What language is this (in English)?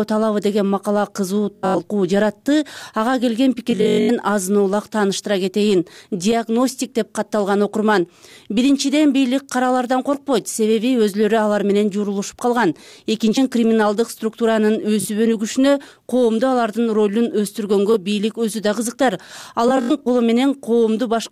Kyrgyz